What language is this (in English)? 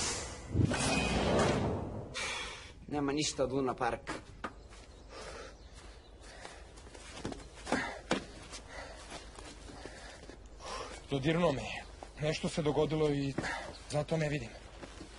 Serbian